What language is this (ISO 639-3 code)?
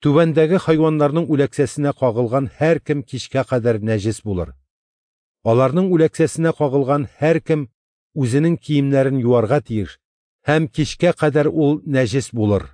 tat